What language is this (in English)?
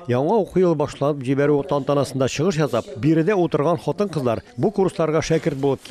Tatar